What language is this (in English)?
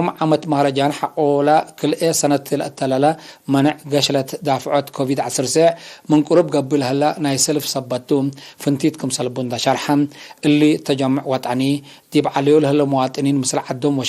Tigre